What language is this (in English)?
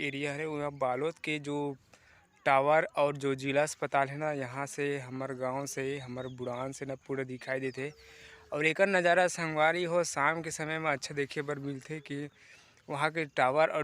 Chhattisgarhi